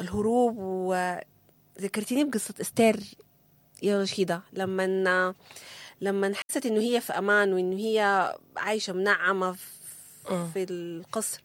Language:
Sudanese Arabic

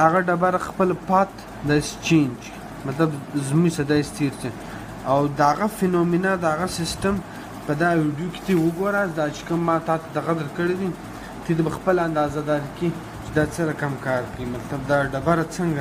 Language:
Pashto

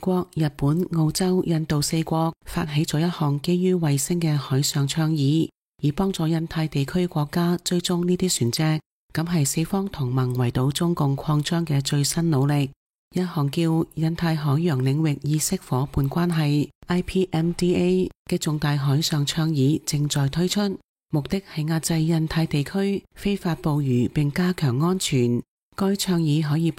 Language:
Cantonese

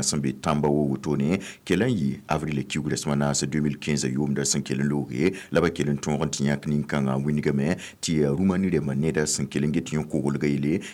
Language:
Mossi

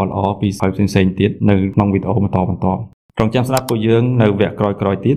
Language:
Khmer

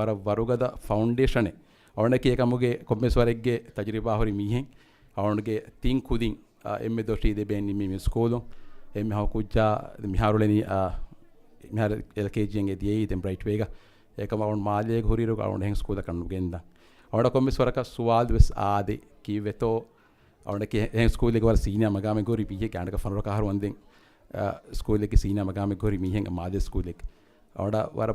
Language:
Divehi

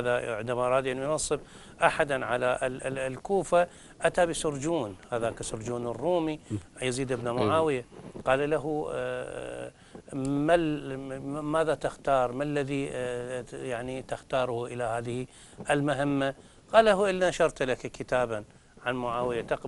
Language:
Arabic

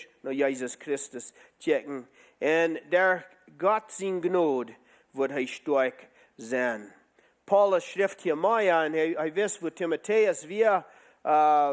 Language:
Plautdietsch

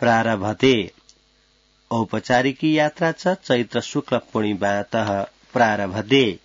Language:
Sanskrit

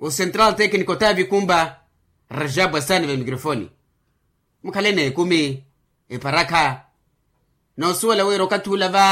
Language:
Makhuwa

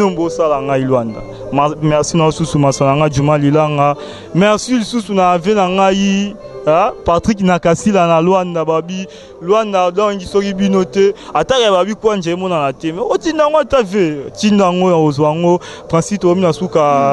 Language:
Lingala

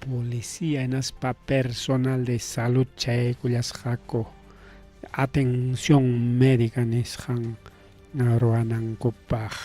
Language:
Ayacucho Quechua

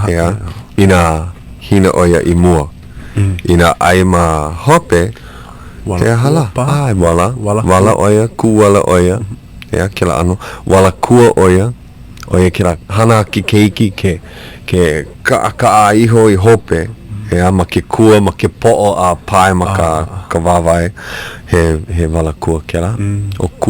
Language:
Hawaiian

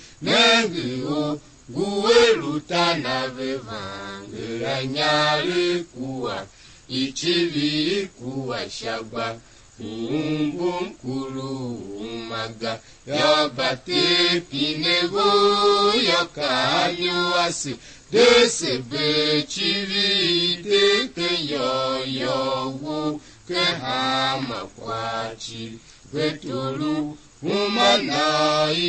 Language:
Tiv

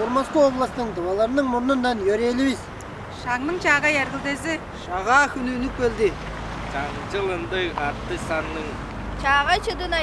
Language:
Tuvinian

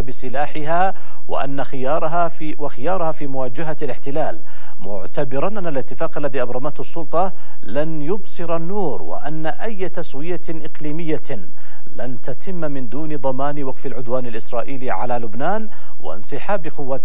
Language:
Arabic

